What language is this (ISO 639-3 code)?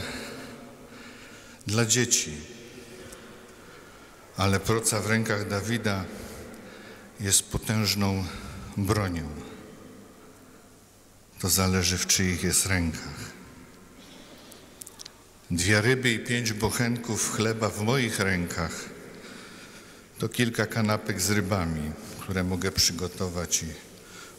pol